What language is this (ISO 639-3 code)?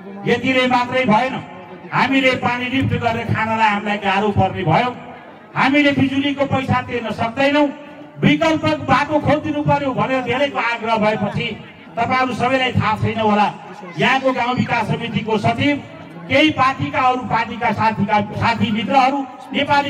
nep